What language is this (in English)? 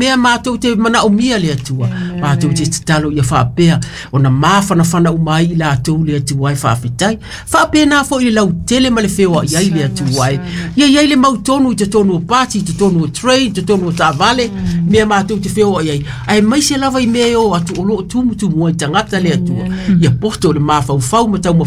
Samoan